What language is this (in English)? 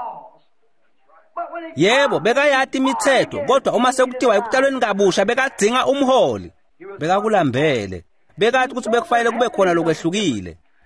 Swati